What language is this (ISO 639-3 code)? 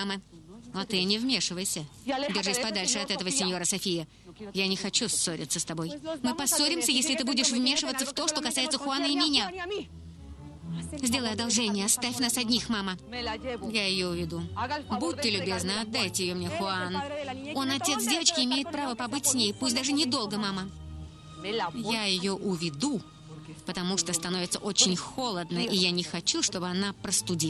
rus